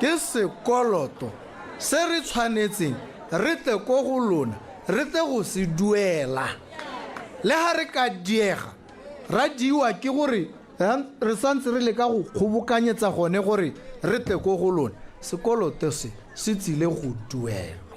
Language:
Tswana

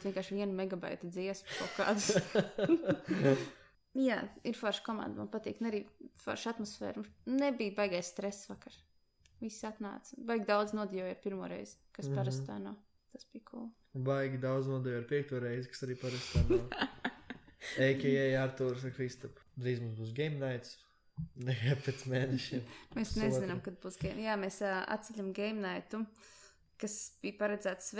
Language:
Latvian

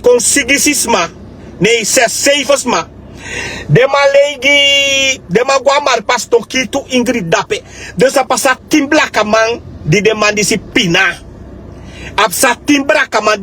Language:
Sranan Tongo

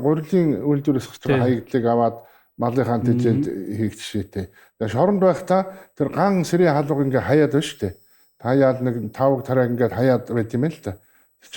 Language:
Mongolian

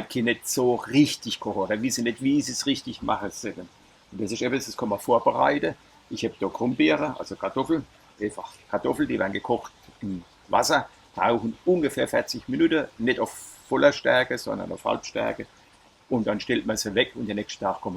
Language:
Palatine German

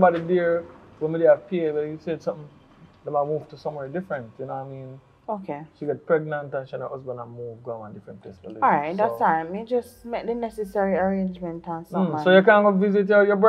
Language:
Jamaican Creole English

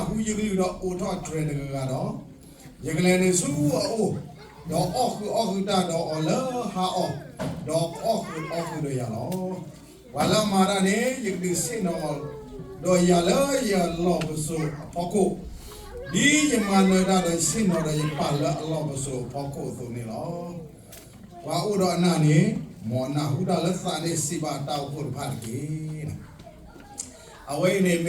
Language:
S'gaw Karen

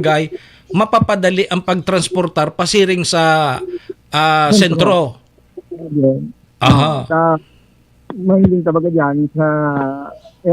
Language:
Bikol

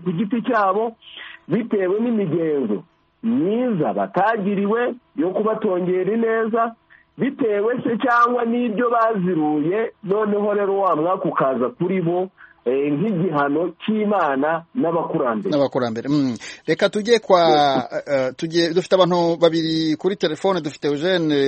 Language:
Kinyarwanda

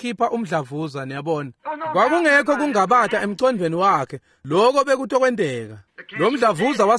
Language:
Swati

